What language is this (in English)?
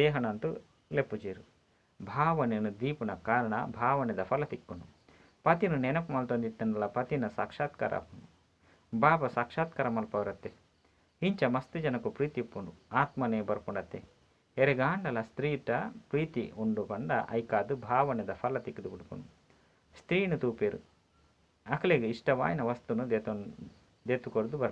Tulu